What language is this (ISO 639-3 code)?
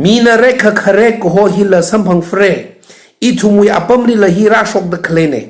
nmf